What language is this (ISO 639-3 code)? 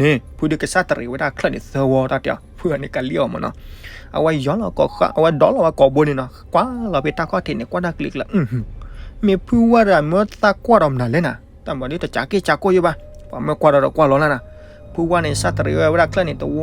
ksw